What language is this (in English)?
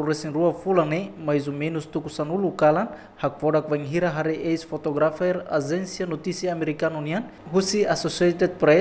Tetum